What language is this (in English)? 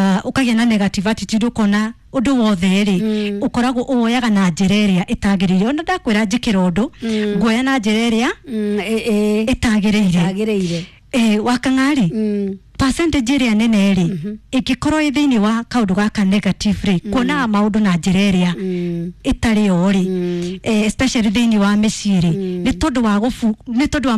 Kikuyu